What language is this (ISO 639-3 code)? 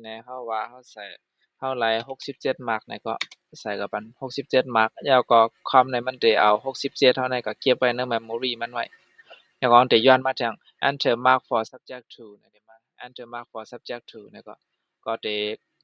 shn